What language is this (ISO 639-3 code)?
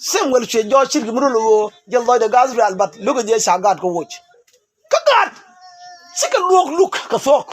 nus